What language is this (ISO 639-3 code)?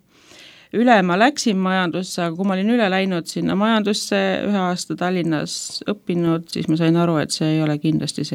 est